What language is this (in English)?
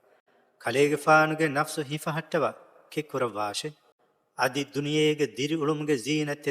Divehi